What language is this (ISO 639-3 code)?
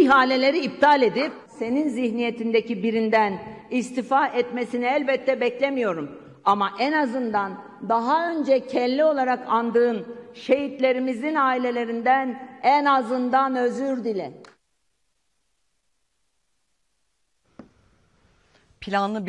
tur